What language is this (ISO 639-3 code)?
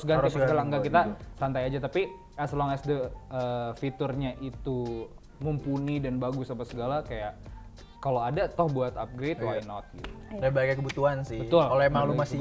ind